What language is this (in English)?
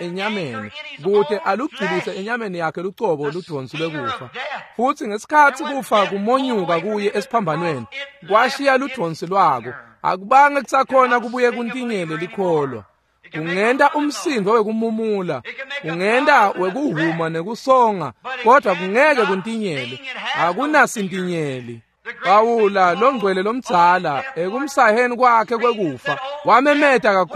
Swati